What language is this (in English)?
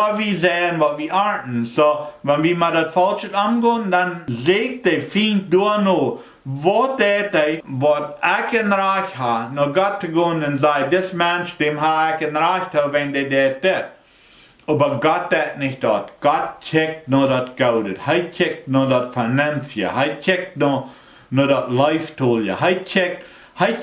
Plautdietsch